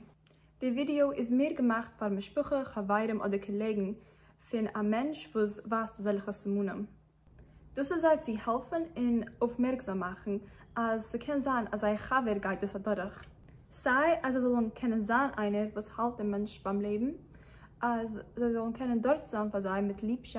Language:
Yiddish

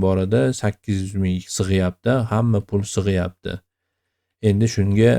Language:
Uzbek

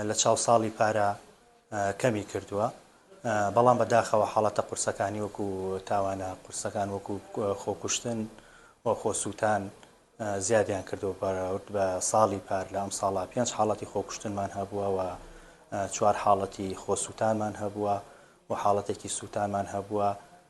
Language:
Central Kurdish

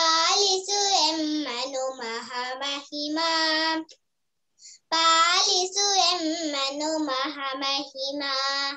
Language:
Kannada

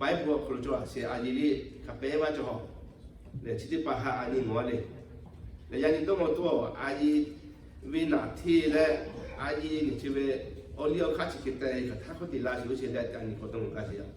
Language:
Lahu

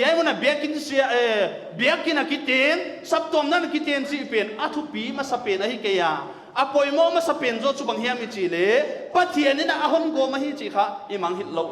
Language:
Paite Chin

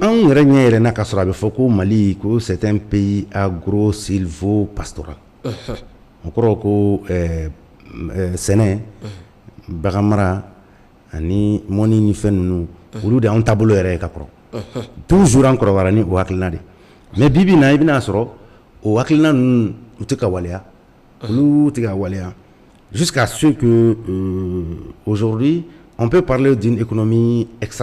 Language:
Bambara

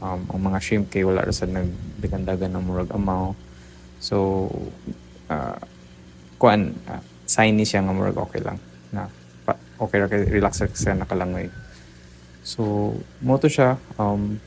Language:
Cebuano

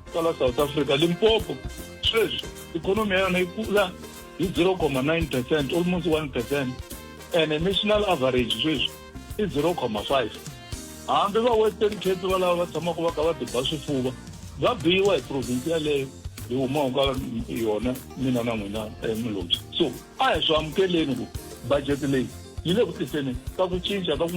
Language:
Tsonga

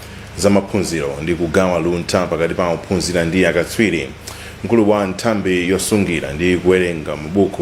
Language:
Nyanja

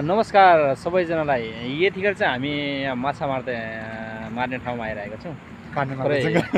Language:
Nepali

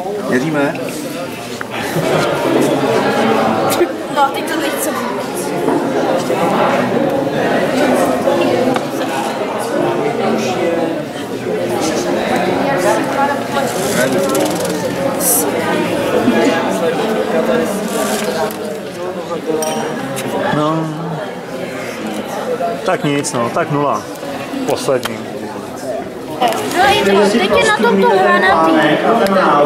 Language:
Czech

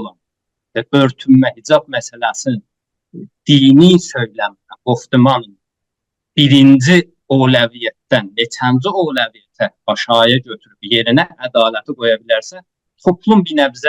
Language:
South Azerbaijani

